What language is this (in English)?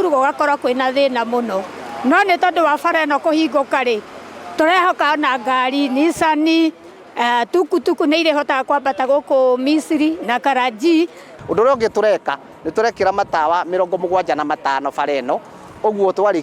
Kikuyu